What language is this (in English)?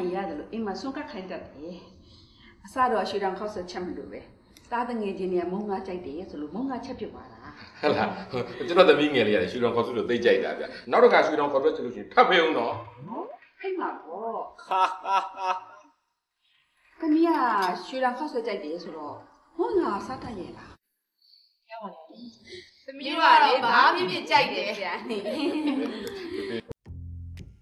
Burmese